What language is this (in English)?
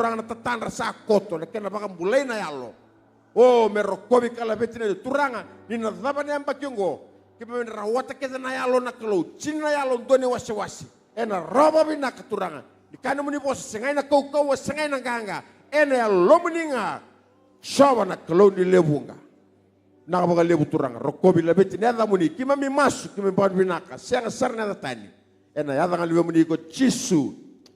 Fijian